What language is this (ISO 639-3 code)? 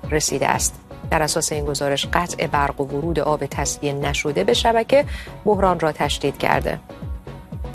fas